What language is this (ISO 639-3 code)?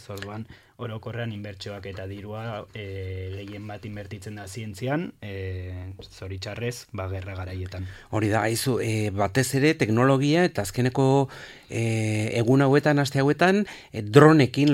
eus